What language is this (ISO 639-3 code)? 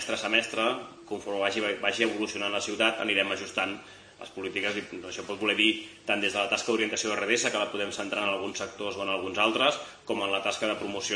cat